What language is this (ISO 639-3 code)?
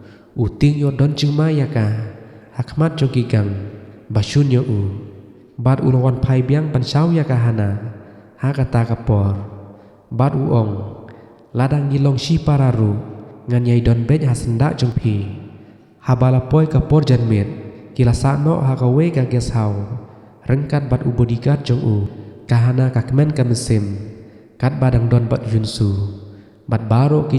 kha